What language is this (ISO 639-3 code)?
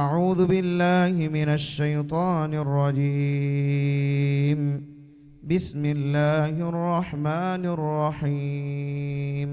div